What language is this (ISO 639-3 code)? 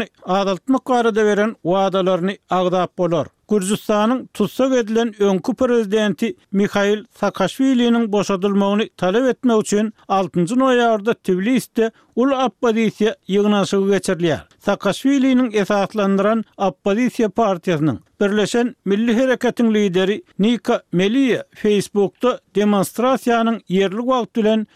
tuk